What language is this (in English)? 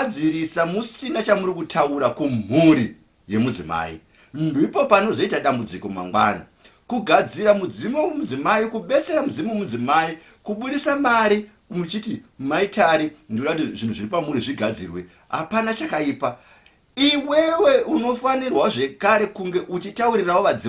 Shona